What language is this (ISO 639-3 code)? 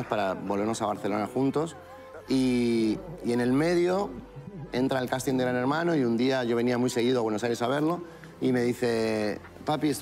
spa